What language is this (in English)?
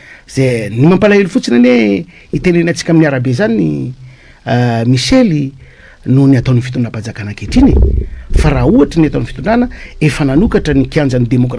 Malagasy